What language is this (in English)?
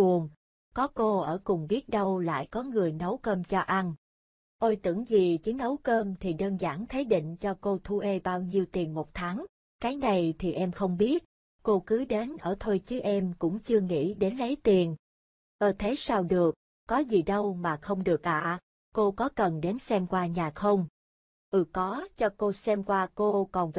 Vietnamese